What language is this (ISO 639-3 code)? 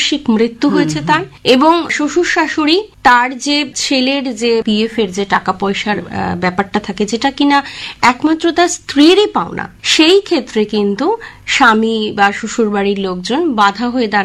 ben